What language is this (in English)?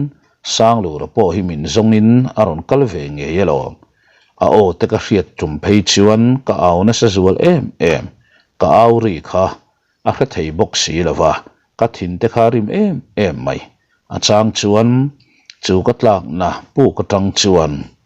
Mizo